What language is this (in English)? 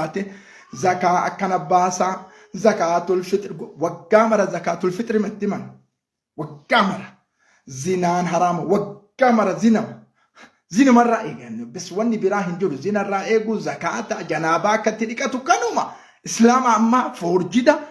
Oromo